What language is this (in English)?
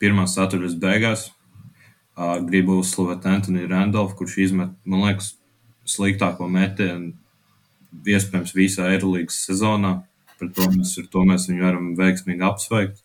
Latvian